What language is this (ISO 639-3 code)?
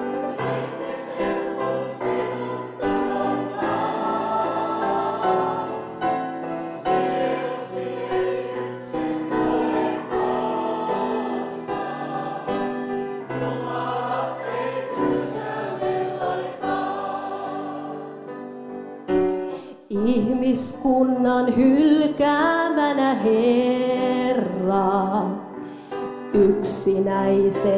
fin